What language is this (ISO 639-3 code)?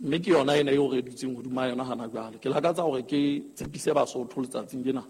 sot